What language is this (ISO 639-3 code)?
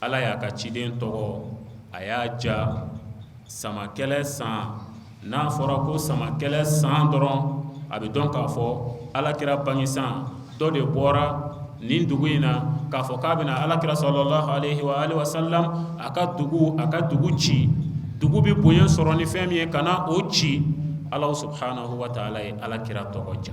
bam